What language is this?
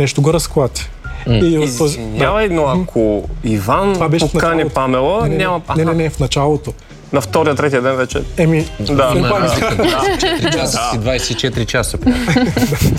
Bulgarian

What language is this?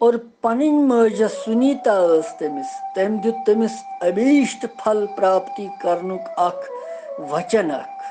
Kashmiri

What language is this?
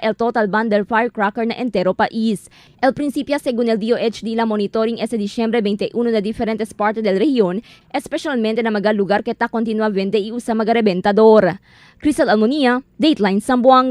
Chavacano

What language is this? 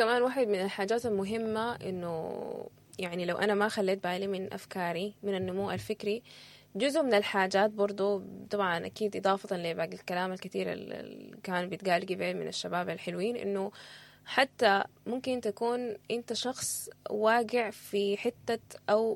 Sudanese Arabic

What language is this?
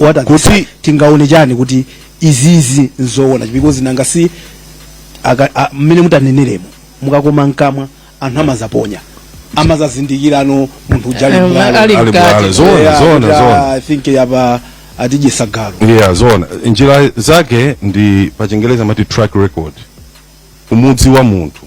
Nyanja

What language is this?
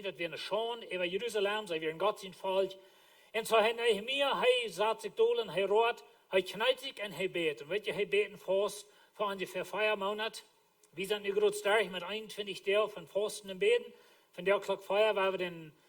Plautdietsch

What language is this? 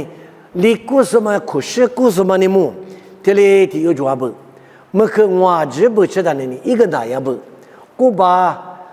Lisu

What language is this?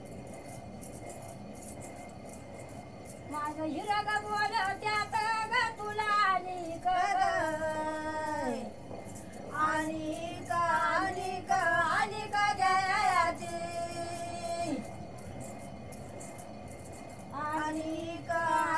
Marathi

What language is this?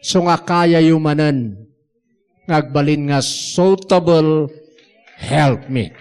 Iloko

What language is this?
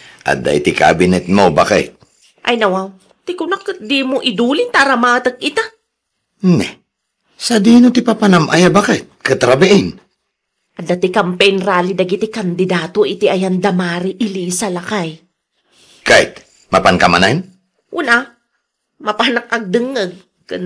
Iloko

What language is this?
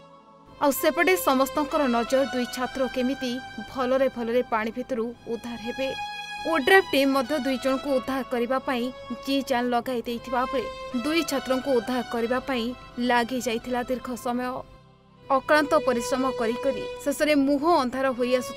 Odia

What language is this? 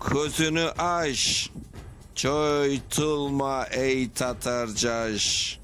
Crimean Tatar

